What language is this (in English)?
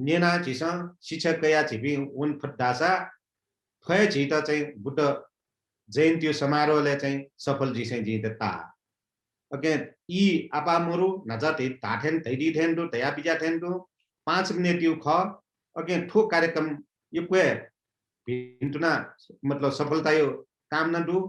Newari